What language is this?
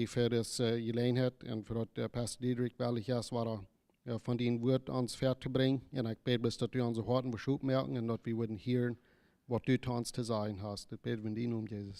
Plautdietsch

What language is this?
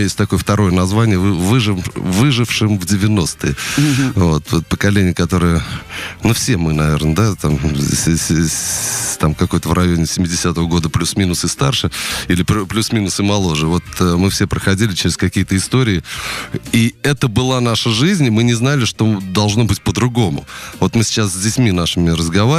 Russian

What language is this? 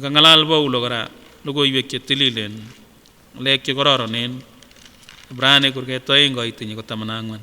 Kipsigis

